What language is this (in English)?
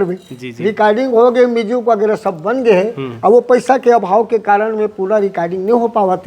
Chhattisgarhi